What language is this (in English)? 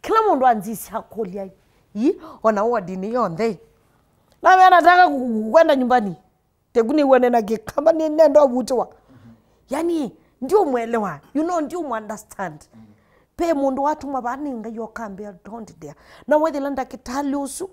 Kamba